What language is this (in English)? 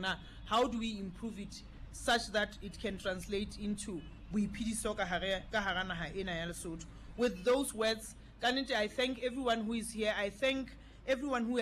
Southern Sotho